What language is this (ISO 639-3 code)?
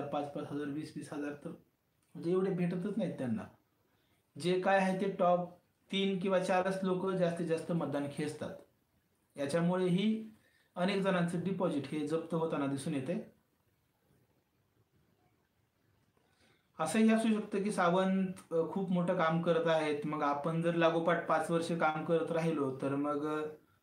mar